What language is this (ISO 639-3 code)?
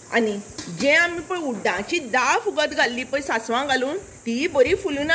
kok